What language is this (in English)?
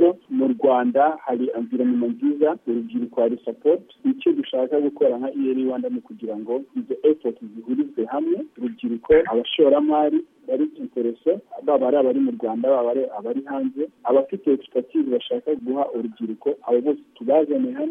Kinyarwanda